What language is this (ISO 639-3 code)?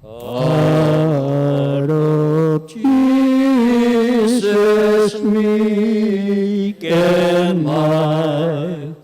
pam